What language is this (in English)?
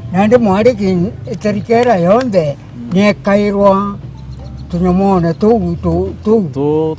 Meru